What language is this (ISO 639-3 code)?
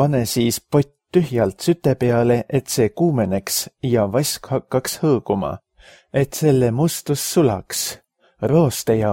est